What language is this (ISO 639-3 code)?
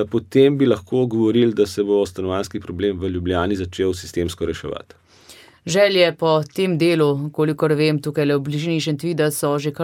slv